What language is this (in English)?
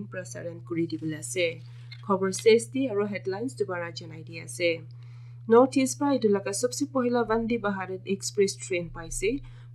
Naga Pidgin